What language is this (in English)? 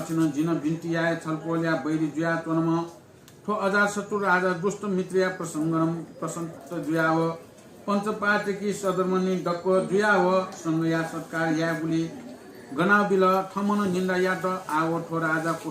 Newari